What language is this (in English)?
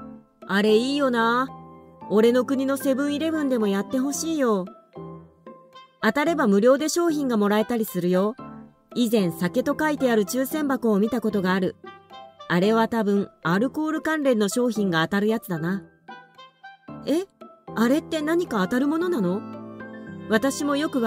Japanese